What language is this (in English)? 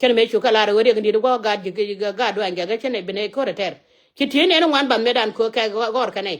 Nuer